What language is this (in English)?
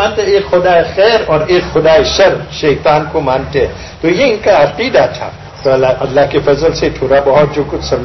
Urdu